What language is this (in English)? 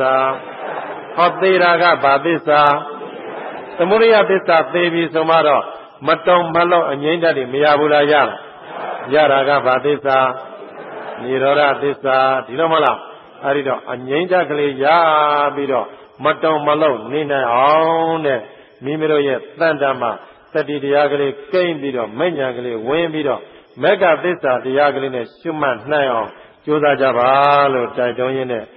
Burmese